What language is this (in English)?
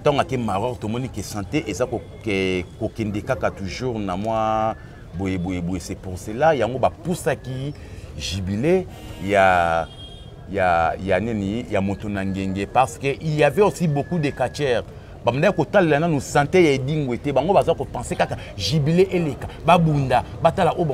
Lingala